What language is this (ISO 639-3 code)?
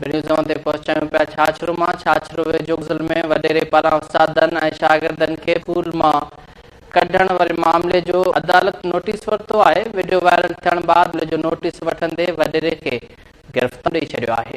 snd